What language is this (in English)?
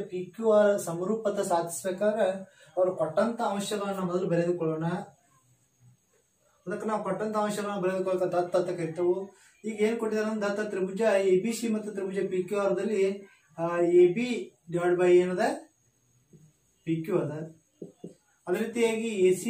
Kannada